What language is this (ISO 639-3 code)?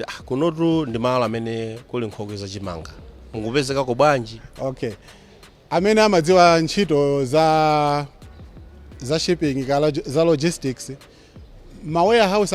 nya